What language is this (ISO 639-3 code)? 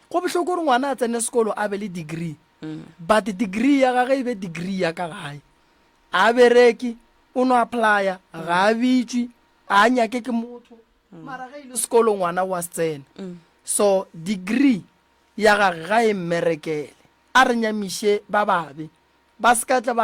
nso